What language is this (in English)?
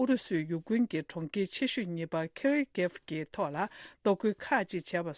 Tibetan